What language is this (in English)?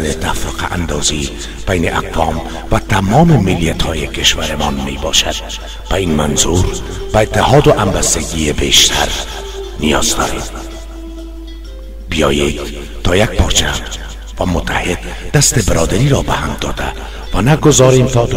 Persian